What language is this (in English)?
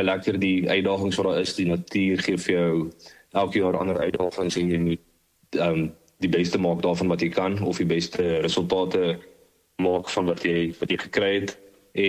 Afrikaans